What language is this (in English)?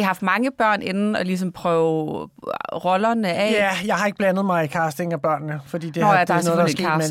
Danish